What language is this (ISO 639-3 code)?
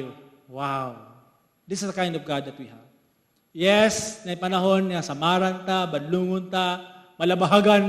ceb